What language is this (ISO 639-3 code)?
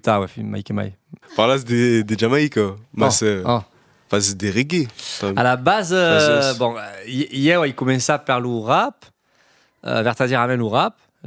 oci